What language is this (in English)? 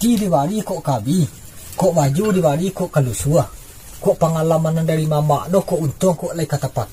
Minangkabau